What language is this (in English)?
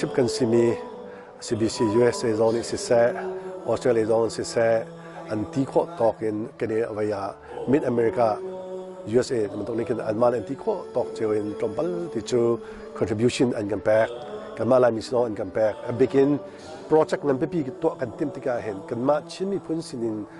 Hakha Chin